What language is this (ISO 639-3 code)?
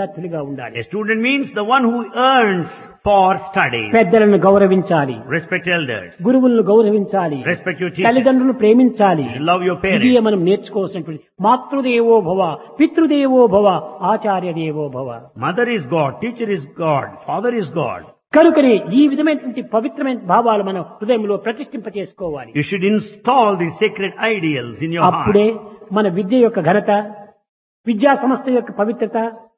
tel